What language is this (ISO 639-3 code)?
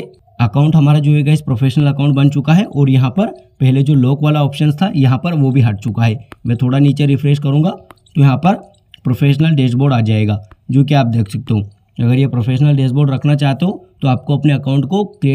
hin